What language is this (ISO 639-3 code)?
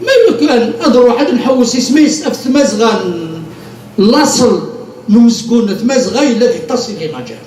kab